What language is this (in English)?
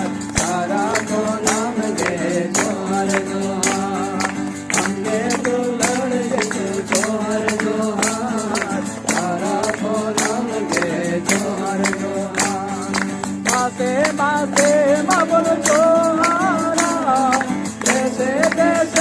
Santali